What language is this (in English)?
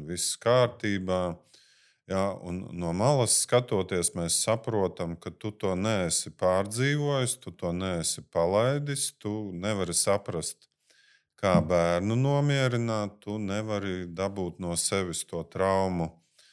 Latvian